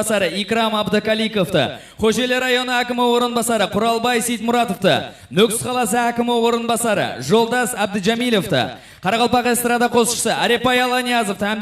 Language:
Kara-Kalpak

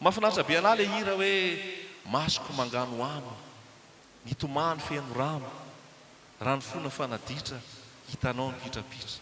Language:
Malagasy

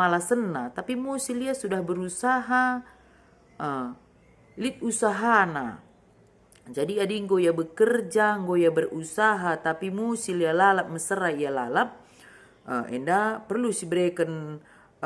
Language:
Batak Karo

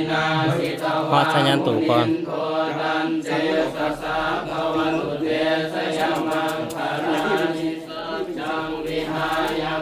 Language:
Pali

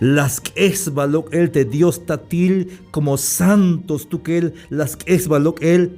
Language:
Tzeltal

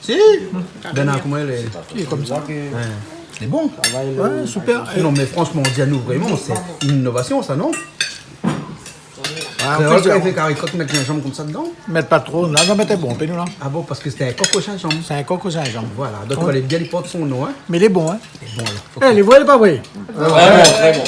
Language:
Réunion Creole French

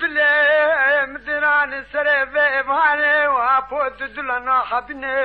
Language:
Kurdish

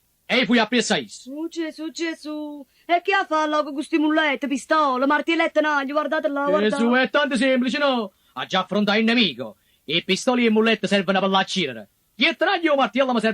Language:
Neapolitan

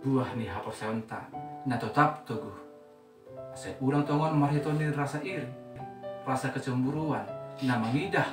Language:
Batak Simalungun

